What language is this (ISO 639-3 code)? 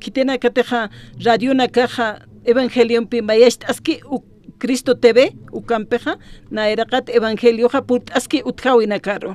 aym